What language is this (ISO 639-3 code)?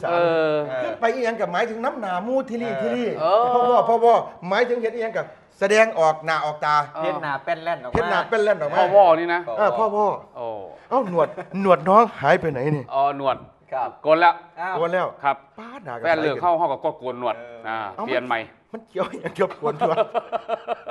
tha